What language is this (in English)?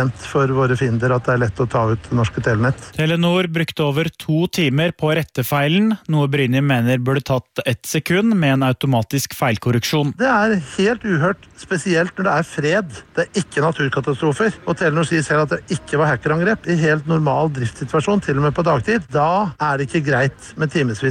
Norwegian